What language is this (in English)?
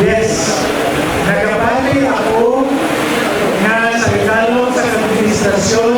Hiligaynon